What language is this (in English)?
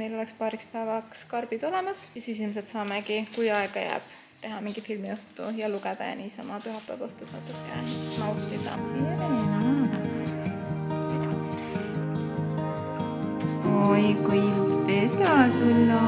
Estonian